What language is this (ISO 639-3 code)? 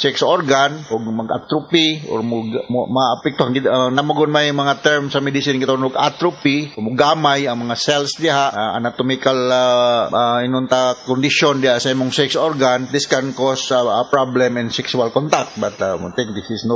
ceb